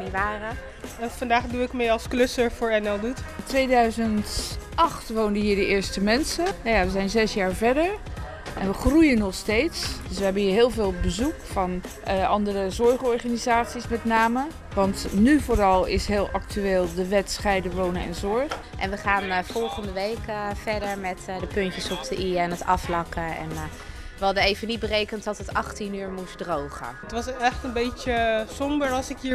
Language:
Dutch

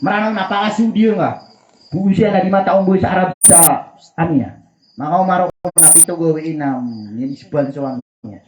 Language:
Maranao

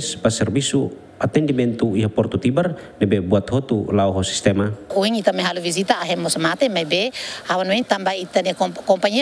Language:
Tetum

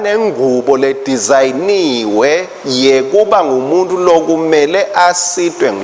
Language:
Swati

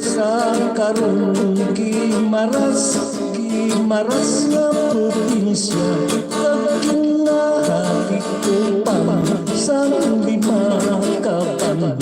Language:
Hiligaynon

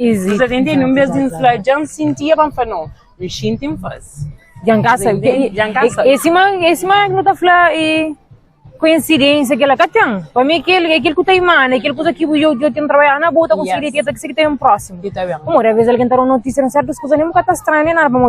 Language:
Kabuverdianu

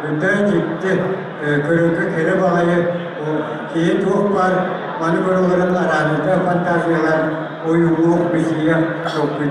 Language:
Yakut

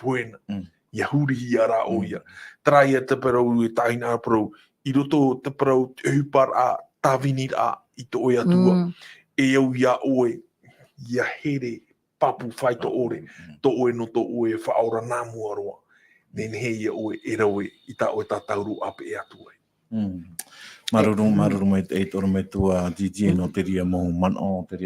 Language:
Tahitian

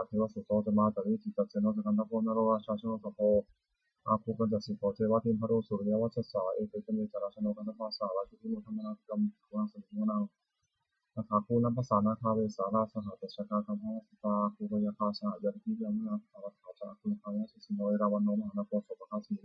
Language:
Pali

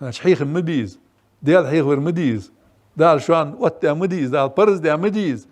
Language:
Ingush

